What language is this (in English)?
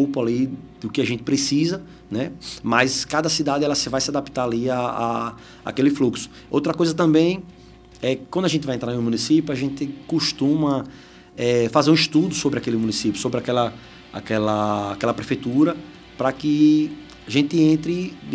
Portuguese